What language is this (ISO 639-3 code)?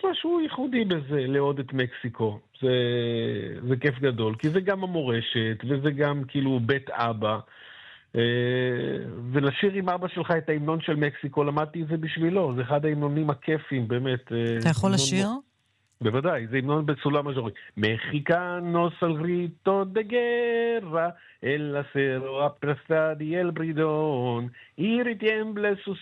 heb